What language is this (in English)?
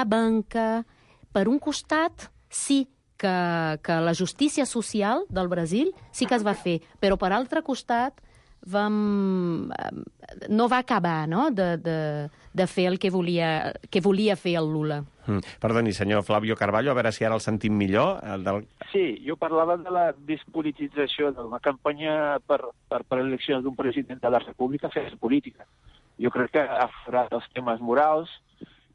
Catalan